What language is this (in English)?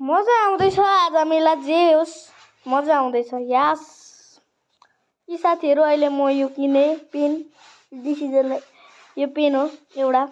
Nepali